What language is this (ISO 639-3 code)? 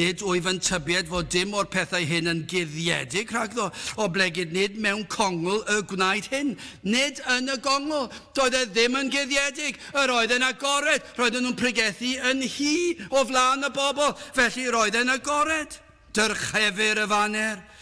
cym